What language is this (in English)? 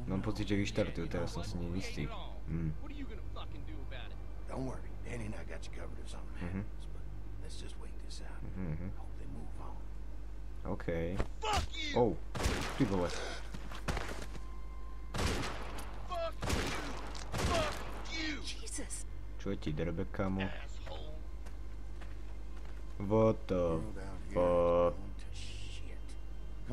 Slovak